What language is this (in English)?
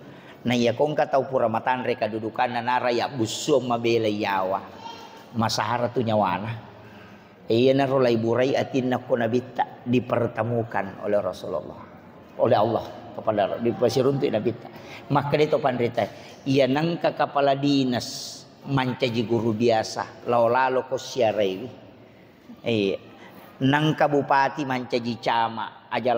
Buginese